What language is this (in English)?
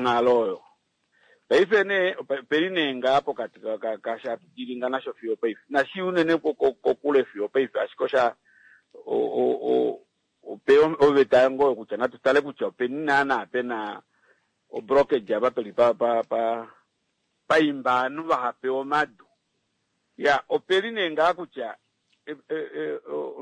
Kuanyama